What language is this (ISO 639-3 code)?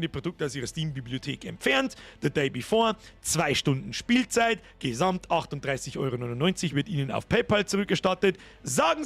bar